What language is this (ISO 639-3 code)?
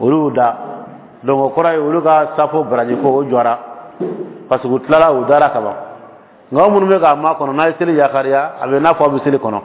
dyu